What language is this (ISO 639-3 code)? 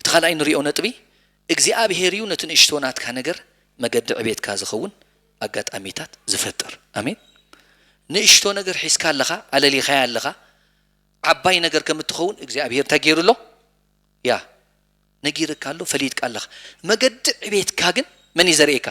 tir